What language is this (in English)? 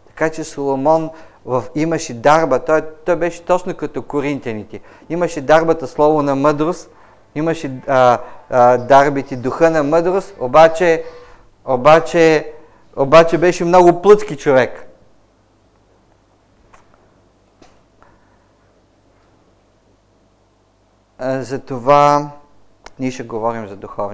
Bulgarian